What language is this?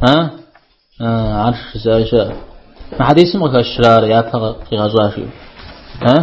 Kabardian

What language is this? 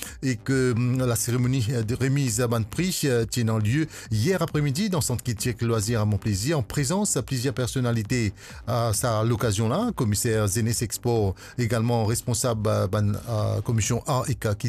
Morisyen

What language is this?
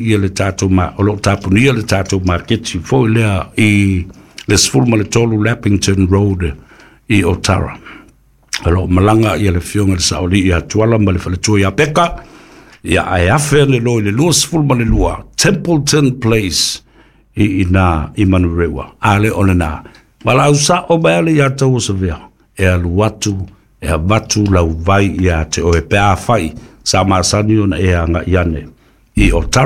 Samoan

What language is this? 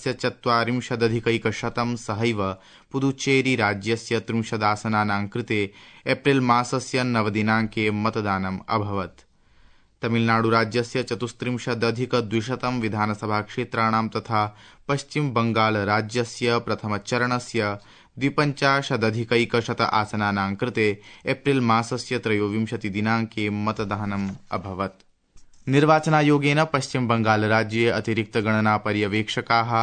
Sanskrit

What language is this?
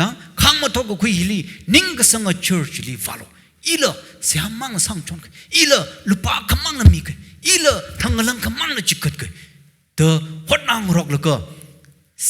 Tangkhul Naga (India)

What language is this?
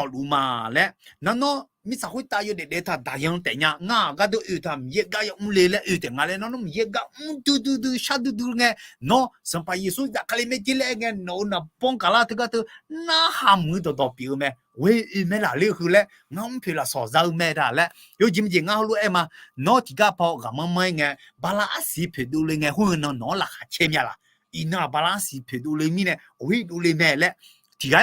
Akha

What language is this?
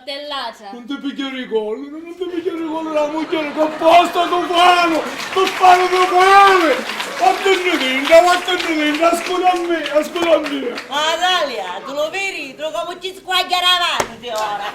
Sicilian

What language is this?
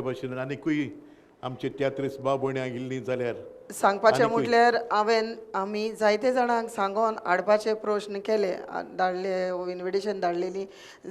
Konkani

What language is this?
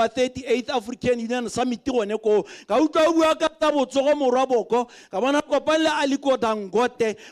Tswana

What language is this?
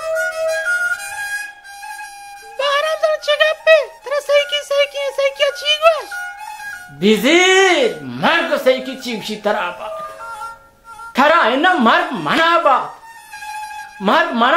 Hindi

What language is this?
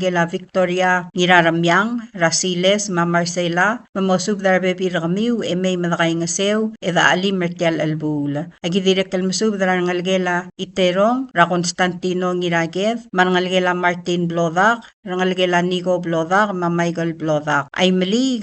Palauan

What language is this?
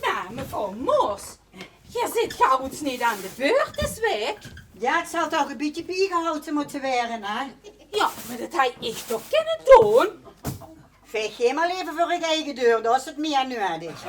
Limburgish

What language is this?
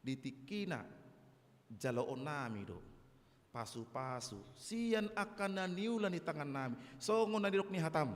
Batak Toba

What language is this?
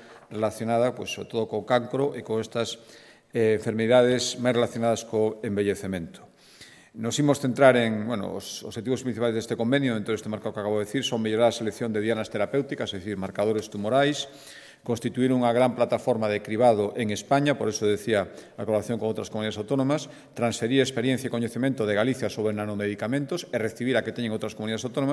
Galician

